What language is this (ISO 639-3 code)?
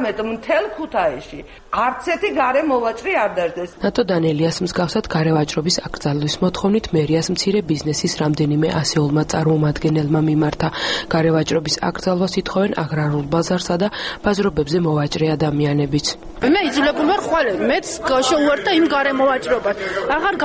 kat